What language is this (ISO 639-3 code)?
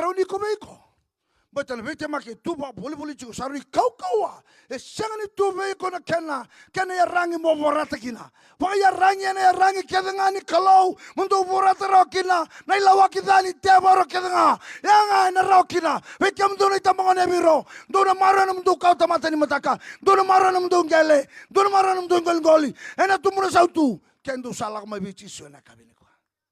fij